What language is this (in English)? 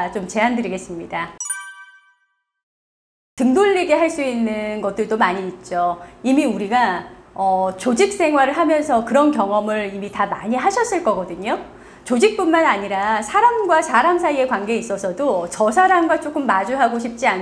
Korean